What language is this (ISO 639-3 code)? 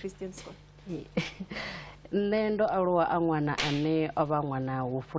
ven